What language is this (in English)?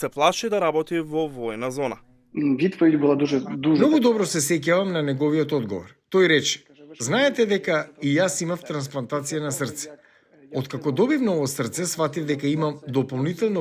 Macedonian